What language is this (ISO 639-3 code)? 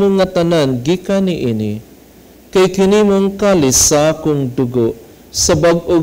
ceb